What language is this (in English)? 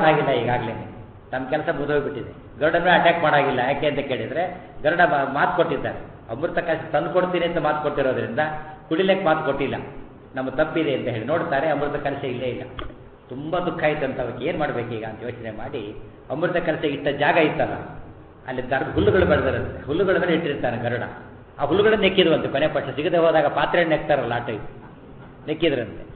Kannada